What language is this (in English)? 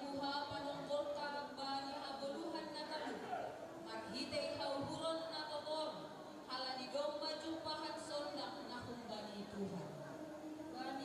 Batak Simalungun